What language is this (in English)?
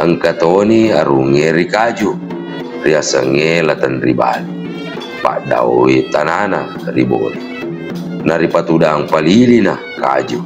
Buginese